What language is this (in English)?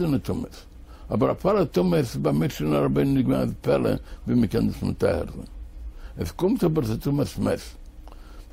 Yiddish